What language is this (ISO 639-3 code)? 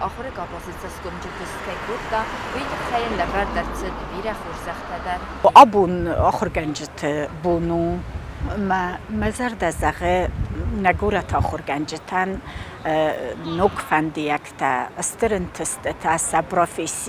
oss